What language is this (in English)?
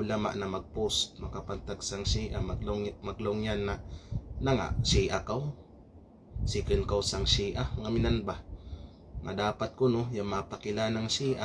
Kalagan